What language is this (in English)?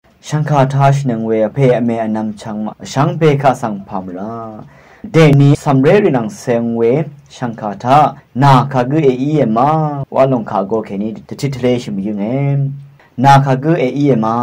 Rawang